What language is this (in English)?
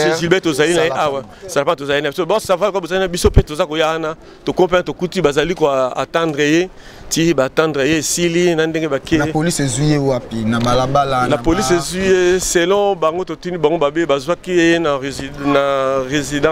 Lingala